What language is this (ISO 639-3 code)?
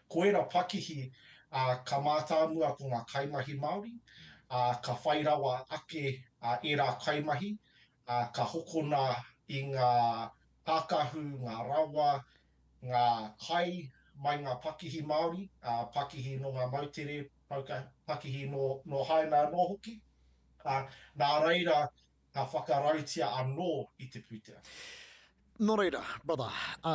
mri